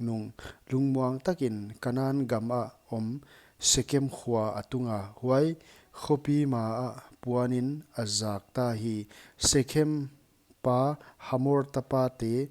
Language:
Paite Chin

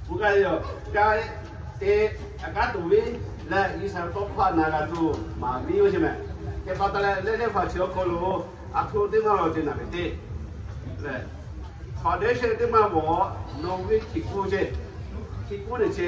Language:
Lahu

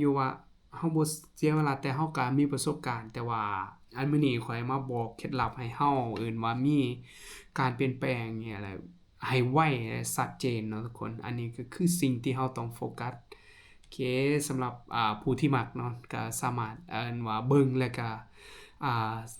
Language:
Lao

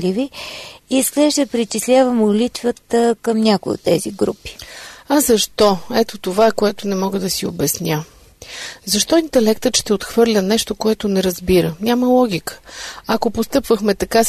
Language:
Bulgarian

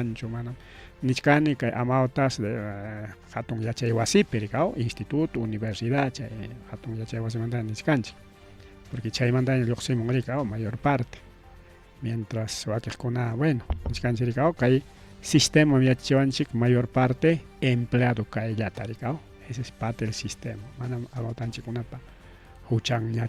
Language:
Ayacucho Quechua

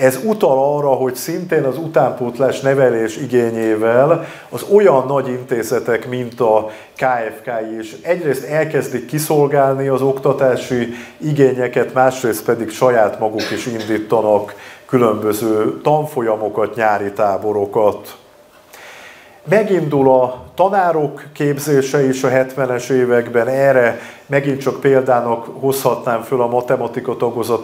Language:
Hungarian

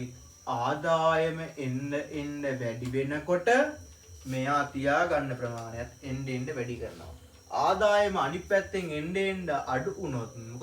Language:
Sinhala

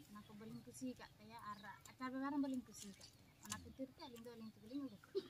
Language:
Santali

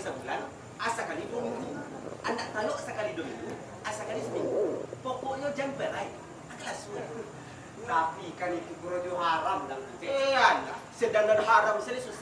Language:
Minangkabau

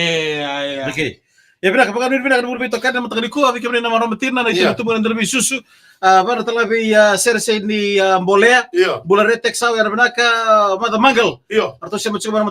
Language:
Fijian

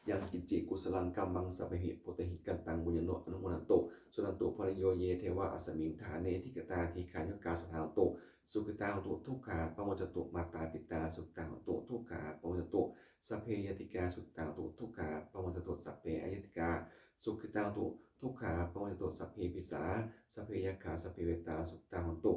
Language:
Pali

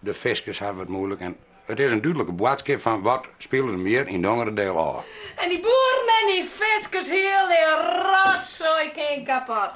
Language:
Western Frisian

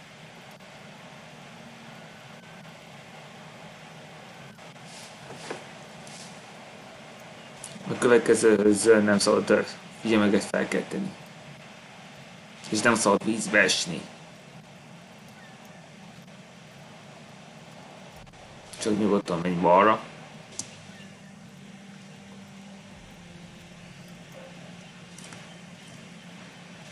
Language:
Hungarian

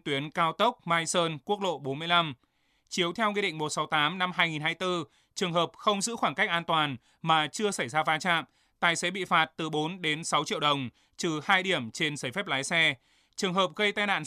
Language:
Vietnamese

